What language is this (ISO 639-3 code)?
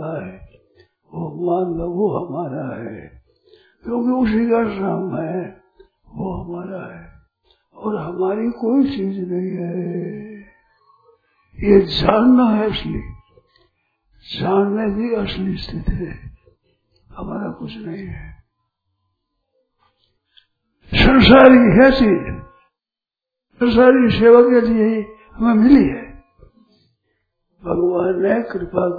hin